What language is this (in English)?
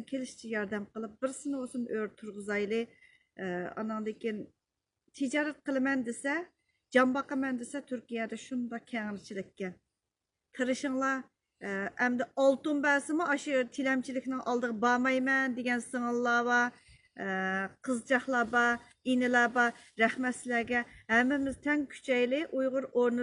Uyghur